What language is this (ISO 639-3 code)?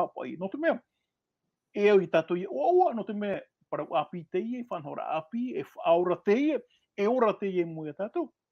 tah